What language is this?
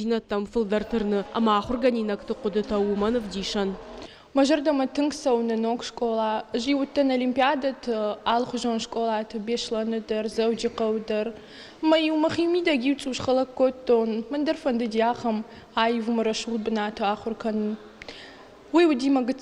Ossetic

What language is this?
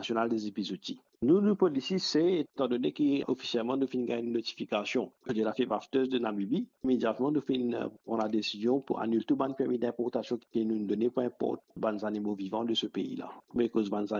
Morisyen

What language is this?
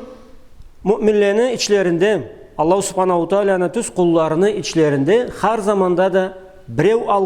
Karachay-Balkar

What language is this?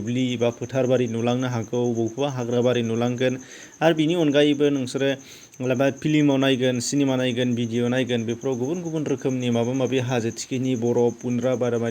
Bodo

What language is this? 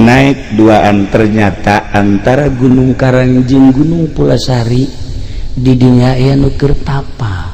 Sundanese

